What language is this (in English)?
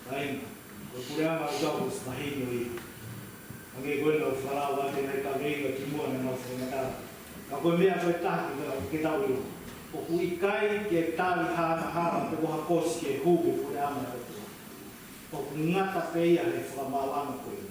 Tongan